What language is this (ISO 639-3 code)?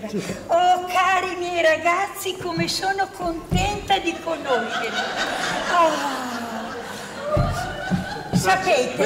ita